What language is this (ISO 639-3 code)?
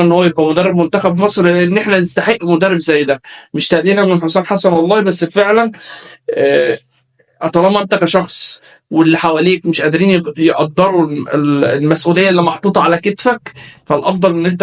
arz